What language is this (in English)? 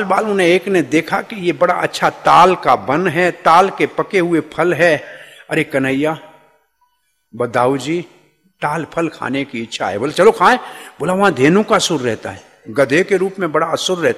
Hindi